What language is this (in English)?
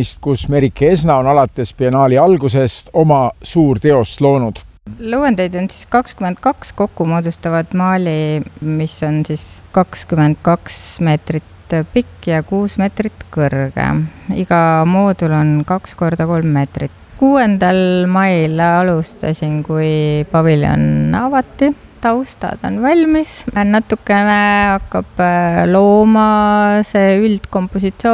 Estonian